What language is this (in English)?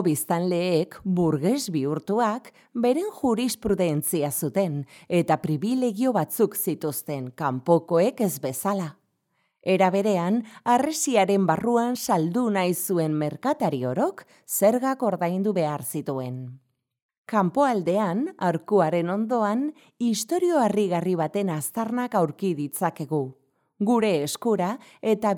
Basque